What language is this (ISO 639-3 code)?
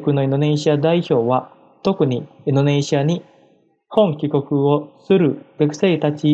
jpn